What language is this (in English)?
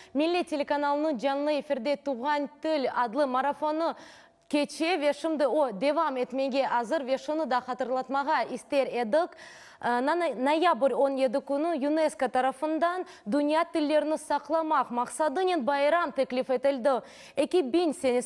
Crimean Tatar